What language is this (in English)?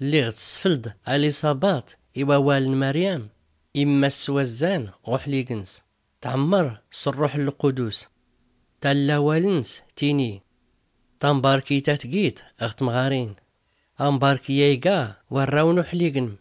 Tachelhit